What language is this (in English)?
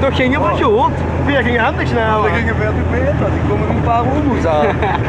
Limburgish